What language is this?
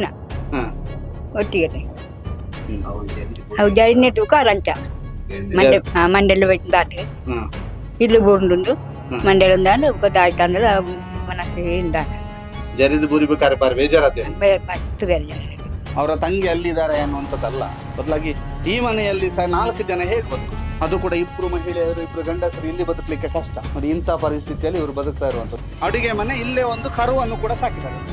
Tulu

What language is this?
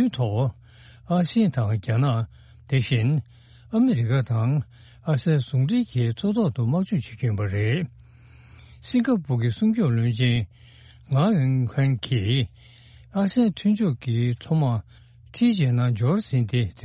Tibetan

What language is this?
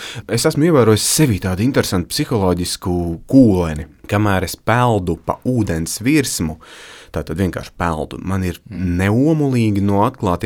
Latvian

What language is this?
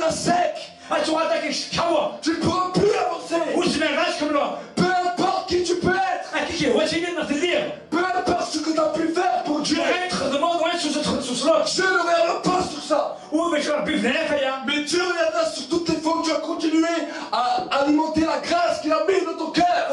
French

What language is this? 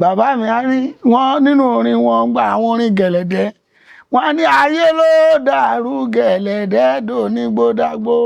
Yoruba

